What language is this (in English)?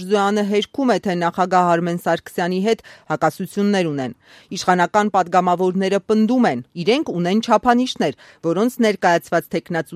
Armenian